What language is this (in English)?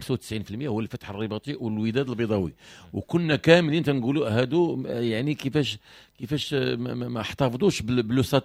Moroccan Arabic